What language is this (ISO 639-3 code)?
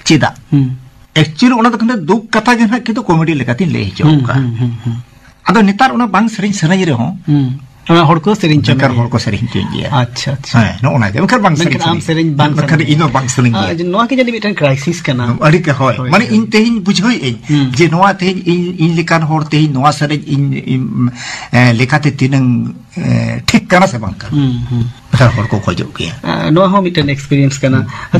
sat